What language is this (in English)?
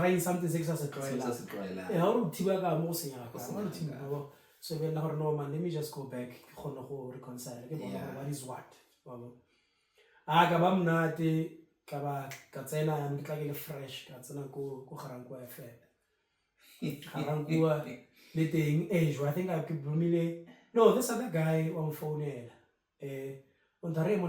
Tswana